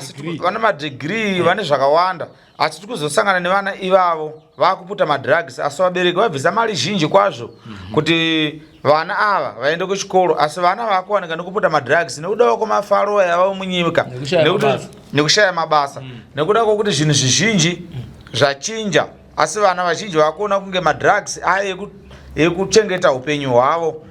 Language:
Shona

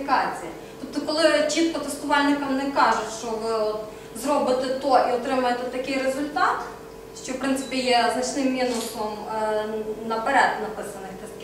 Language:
Ukrainian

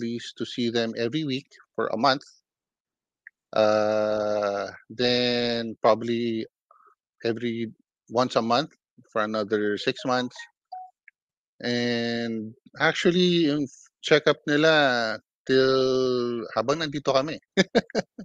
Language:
Filipino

